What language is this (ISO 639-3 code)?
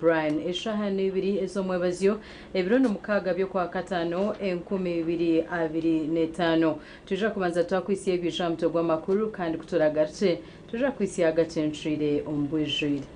nyn